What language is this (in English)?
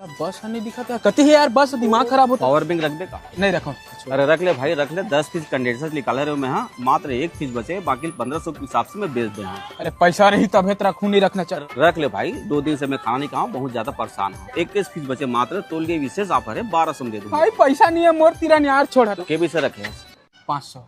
Chhattisgarhi